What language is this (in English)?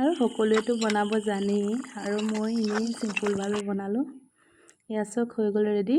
Assamese